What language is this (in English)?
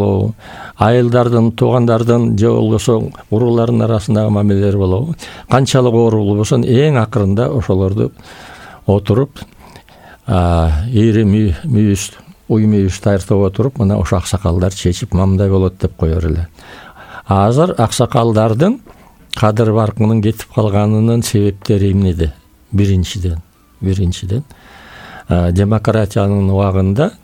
Kyrgyz